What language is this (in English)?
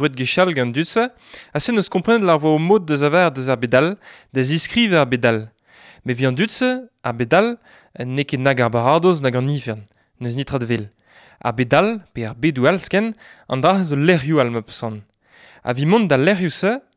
Breton